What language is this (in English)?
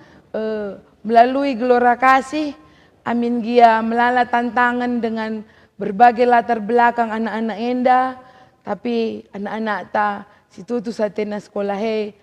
Batak Karo